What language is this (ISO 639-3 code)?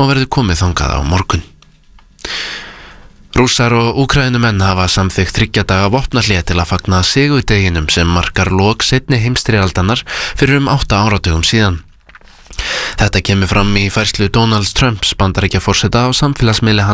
isl